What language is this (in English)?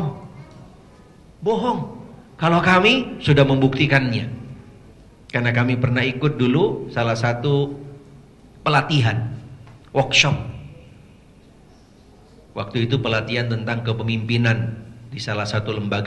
Indonesian